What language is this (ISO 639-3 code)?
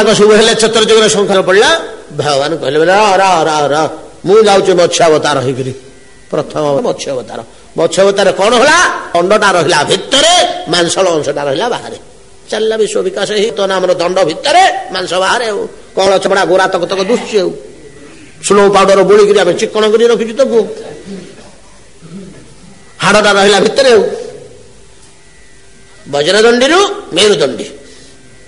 ori